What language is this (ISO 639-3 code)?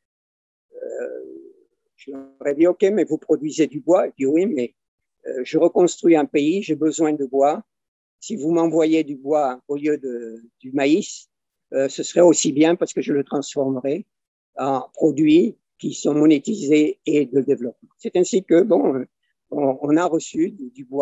fra